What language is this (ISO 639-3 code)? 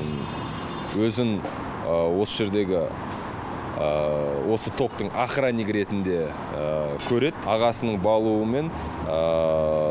kaz